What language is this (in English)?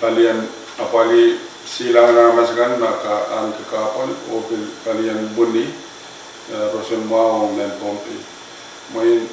Pohnpeian